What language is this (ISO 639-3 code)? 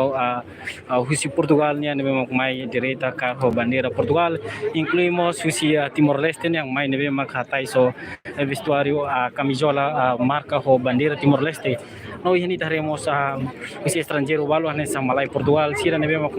tet